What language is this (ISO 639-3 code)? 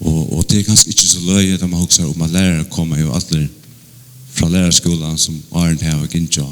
fao